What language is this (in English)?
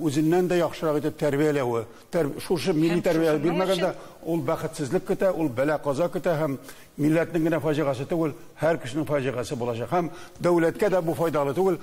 Tatar